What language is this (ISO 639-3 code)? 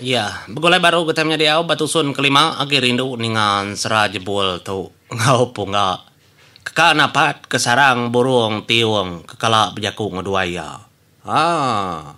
iba